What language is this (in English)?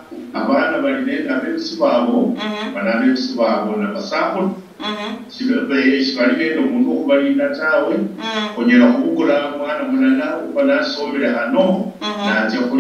Luyia